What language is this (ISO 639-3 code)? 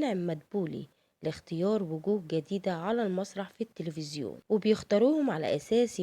arz